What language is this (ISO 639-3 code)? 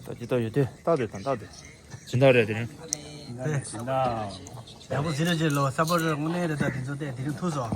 bod